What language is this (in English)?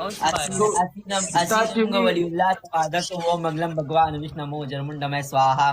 Pashto